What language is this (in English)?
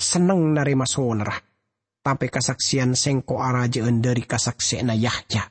Madurese